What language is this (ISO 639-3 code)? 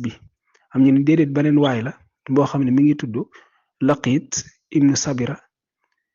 wol